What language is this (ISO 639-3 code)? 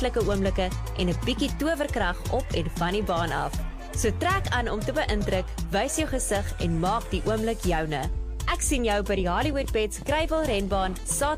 afr